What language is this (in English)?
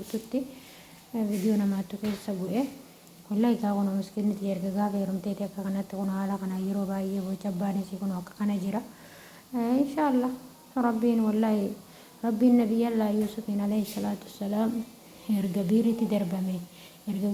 Oromo